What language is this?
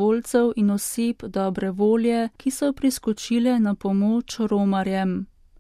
Slovenian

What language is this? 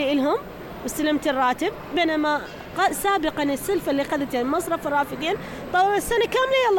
Mesopotamian Arabic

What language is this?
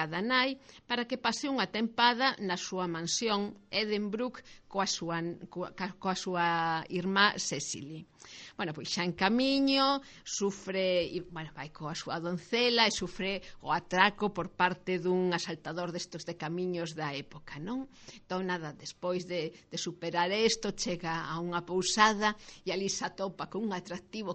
Galician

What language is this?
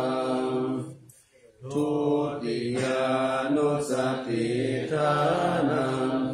Pali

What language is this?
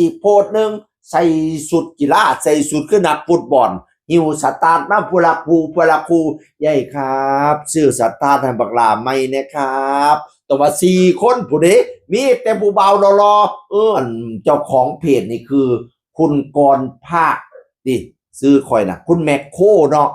Northeastern Thai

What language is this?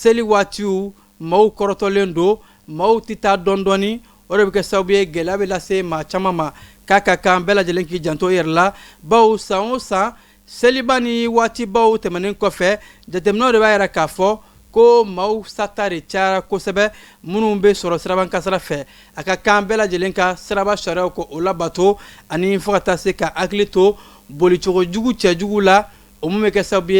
Bambara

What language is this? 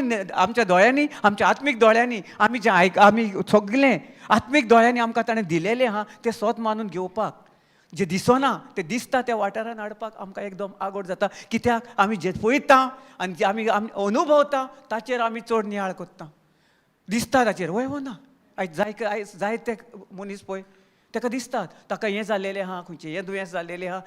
Konkani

